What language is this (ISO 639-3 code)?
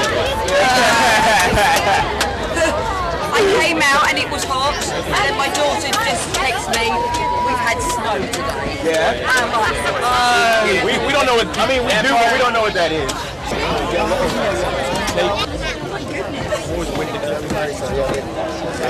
eng